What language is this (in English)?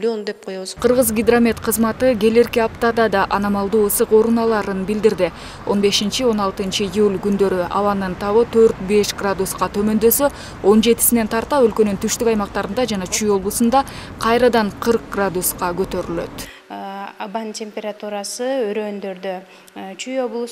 Kyrgyz